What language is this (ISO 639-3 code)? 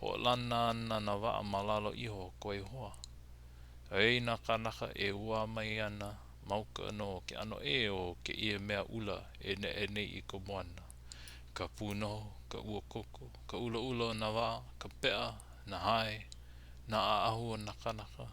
haw